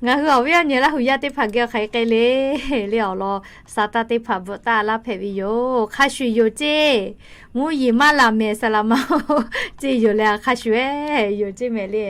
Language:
Lahu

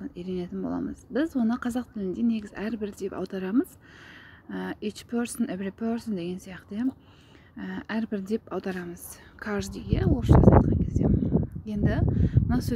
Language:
Kazakh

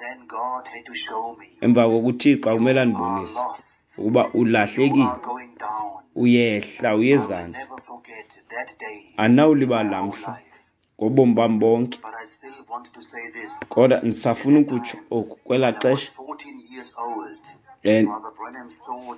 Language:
Xhosa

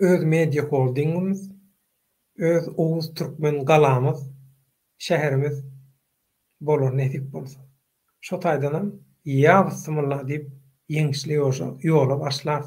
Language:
Turkmen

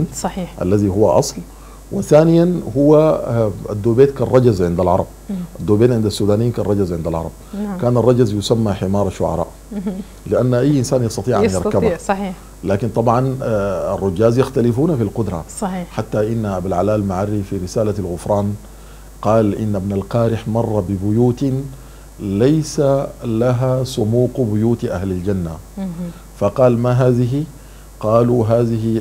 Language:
Arabic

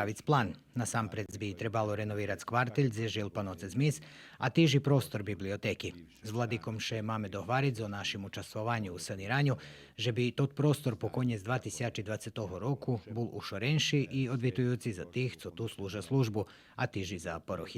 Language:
Rusyn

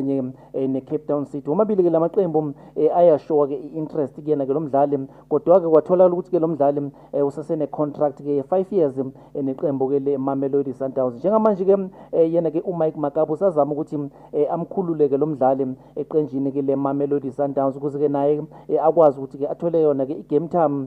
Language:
Zulu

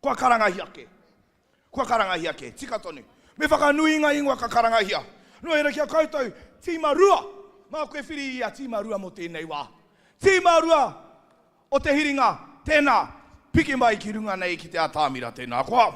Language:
Māori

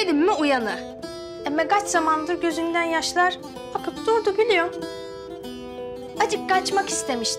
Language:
Turkish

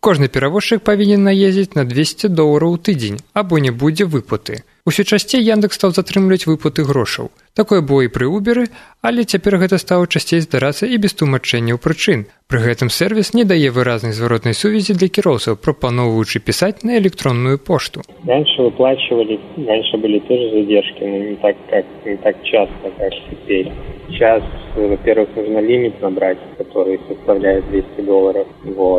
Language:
Belarusian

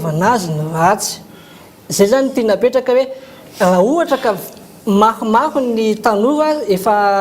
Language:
Malagasy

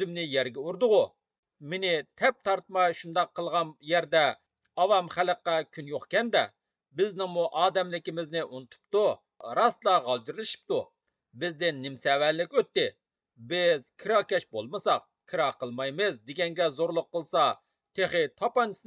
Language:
Uyghur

